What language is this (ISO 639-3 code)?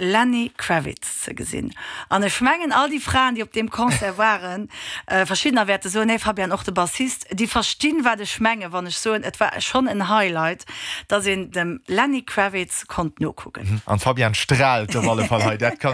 ltz